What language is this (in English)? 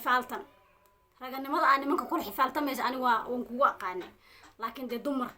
Somali